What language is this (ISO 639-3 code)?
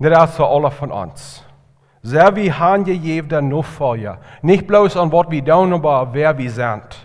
pdt